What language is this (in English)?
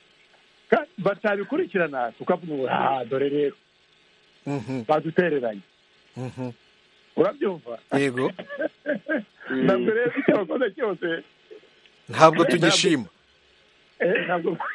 Kinyarwanda